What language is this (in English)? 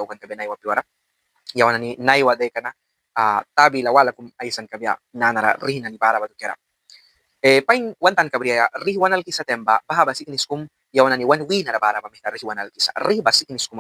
Mískito